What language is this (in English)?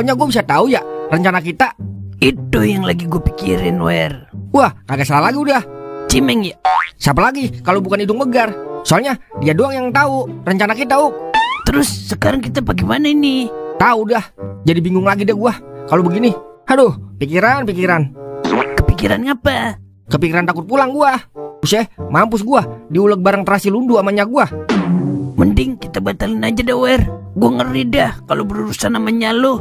Betawi